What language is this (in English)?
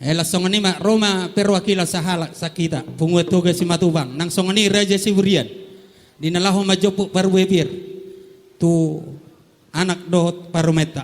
Batak Toba